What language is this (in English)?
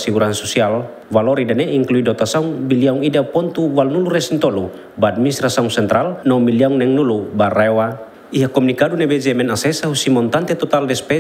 Tetum